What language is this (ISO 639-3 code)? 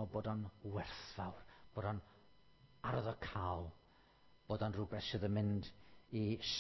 cym